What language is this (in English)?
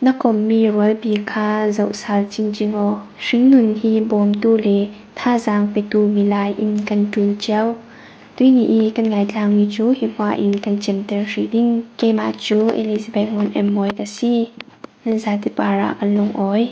Falam Chin